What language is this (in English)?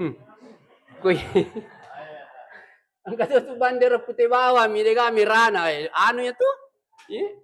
Buginese